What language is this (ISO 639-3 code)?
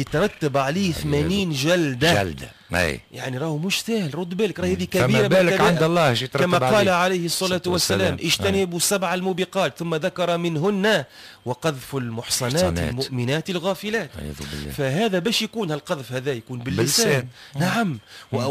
aeb